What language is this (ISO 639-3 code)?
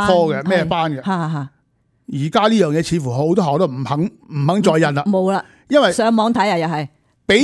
yue